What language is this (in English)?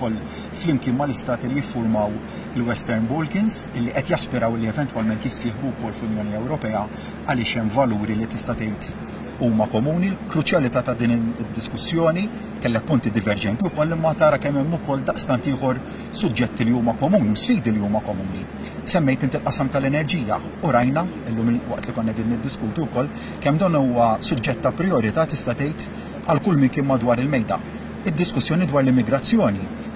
Maltese